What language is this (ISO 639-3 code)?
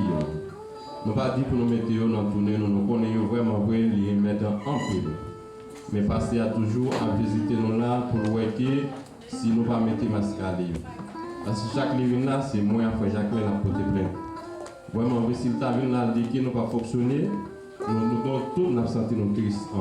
hat